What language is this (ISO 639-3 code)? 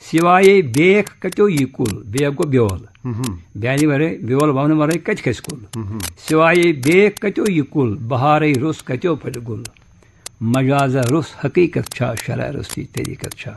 kas